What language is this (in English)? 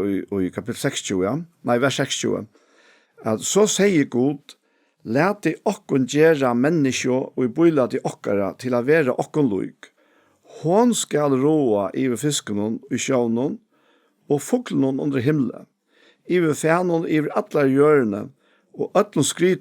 Faroese